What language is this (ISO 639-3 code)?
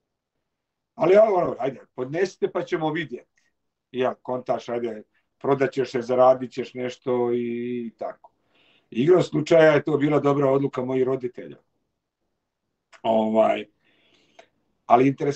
hrv